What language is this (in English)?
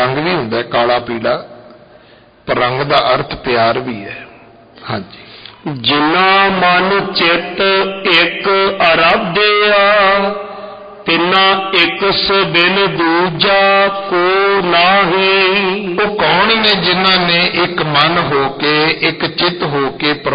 Punjabi